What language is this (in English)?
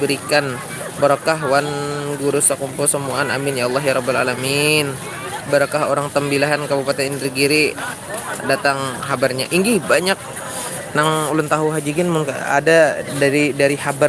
Banjar